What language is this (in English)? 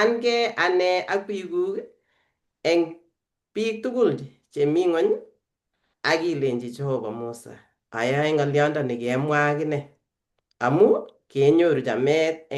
Kalenjin